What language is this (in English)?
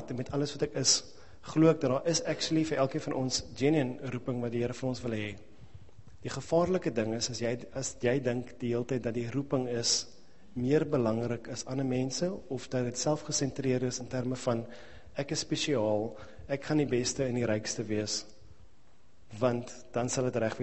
Afrikaans